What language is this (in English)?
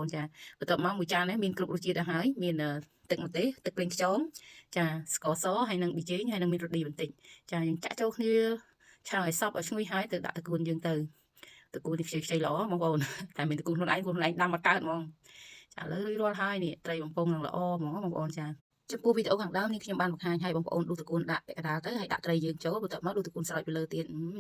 Khmer